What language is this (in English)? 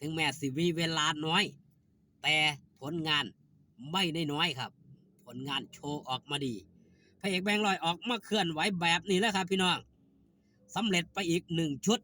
Northeastern Thai